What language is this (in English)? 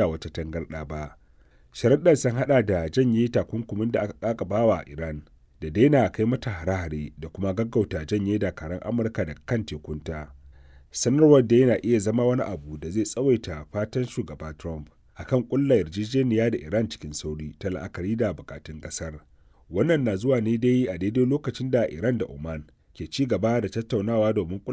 Hausa